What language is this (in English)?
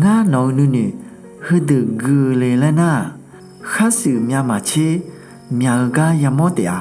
Akha